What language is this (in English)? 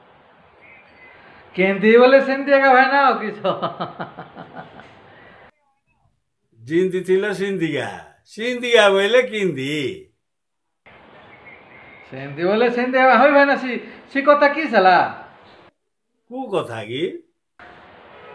Odia